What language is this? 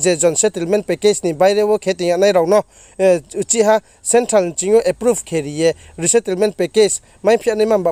Riang (India)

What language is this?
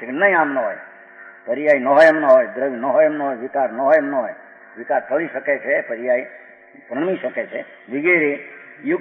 Gujarati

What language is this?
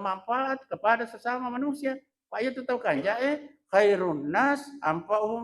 Buginese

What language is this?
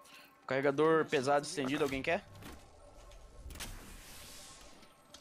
Portuguese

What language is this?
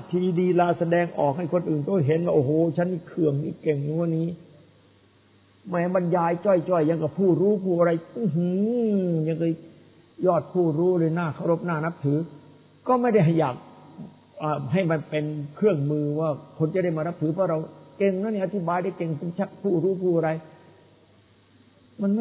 Thai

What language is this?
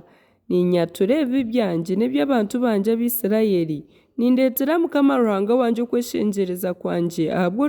Nyankole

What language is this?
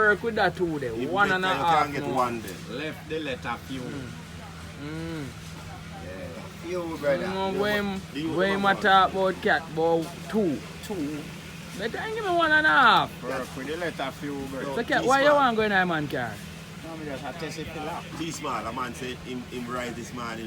Jamaican Creole English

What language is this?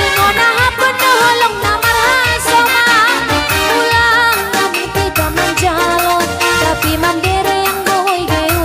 Batak Simalungun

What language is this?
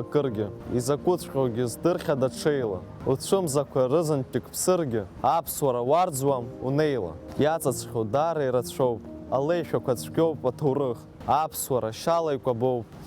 Abkhazian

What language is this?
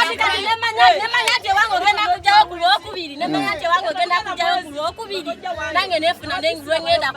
Ganda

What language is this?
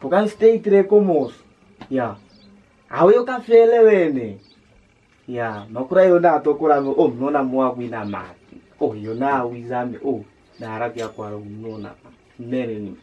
Kwangali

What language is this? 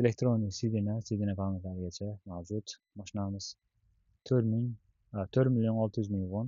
Uzbek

